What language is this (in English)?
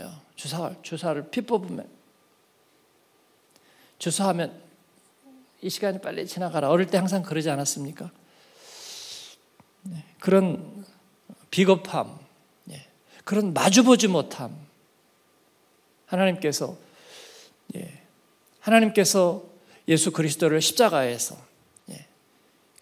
Korean